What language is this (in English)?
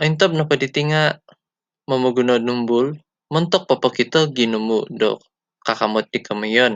Central Dusun